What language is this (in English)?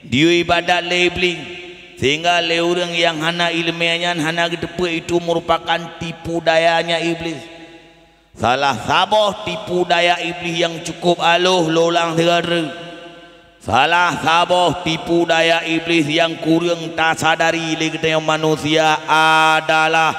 Achinese